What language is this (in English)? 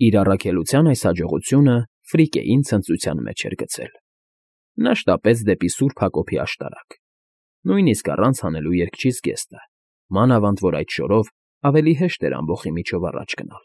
Armenian